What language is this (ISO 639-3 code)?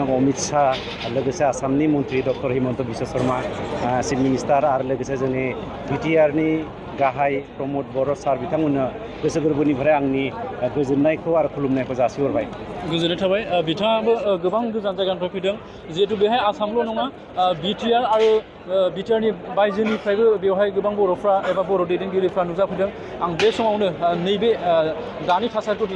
brx